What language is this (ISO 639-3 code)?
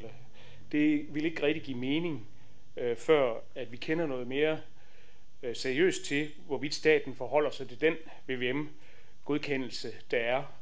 dan